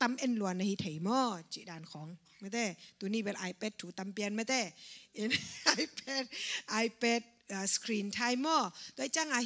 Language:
Tedim Chin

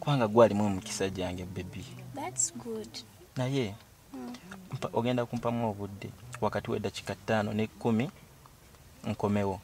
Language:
Ganda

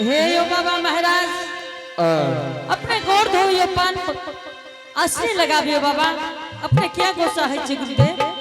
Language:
Angika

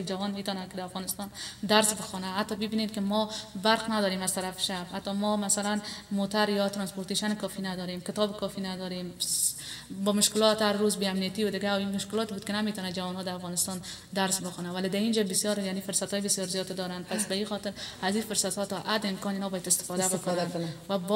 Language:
Persian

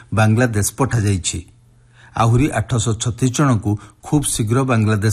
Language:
Odia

